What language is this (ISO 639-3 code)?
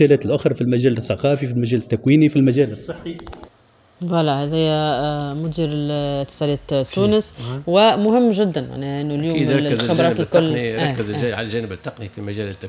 aeb